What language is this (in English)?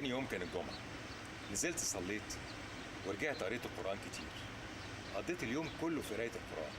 Egyptian Arabic